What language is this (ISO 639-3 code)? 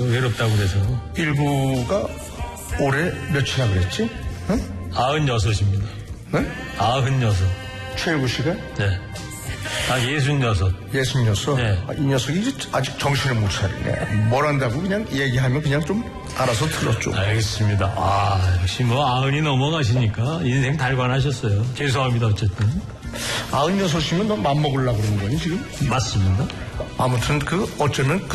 kor